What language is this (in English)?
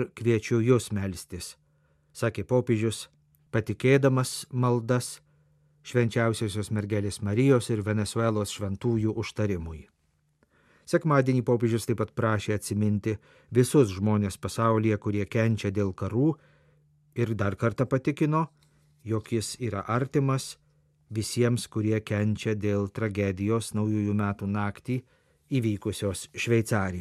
Lithuanian